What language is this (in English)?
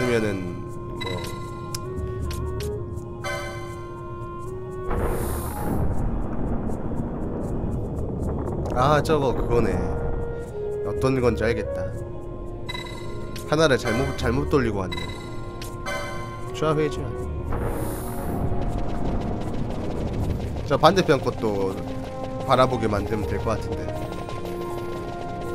Korean